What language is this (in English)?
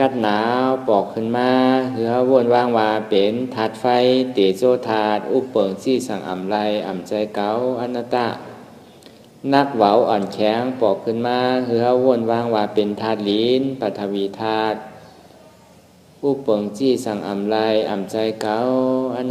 Shan